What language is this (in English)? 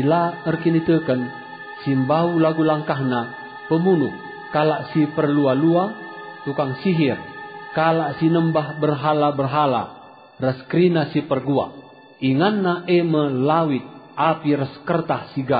Batak Karo